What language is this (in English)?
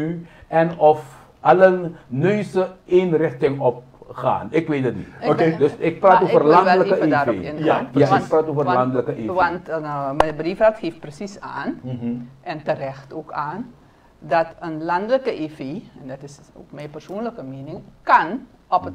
Dutch